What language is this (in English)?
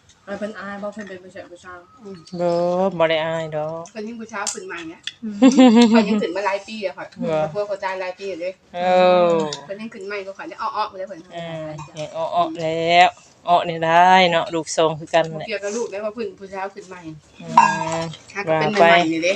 Northeastern Thai